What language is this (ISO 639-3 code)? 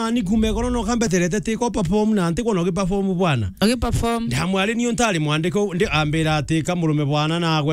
mer